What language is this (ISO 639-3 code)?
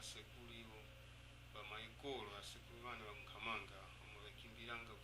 tum